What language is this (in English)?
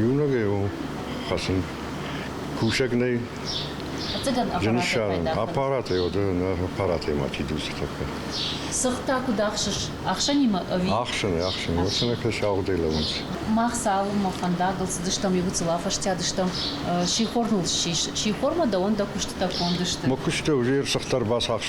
Ossetic